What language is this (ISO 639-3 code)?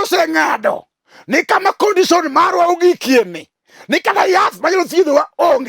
luo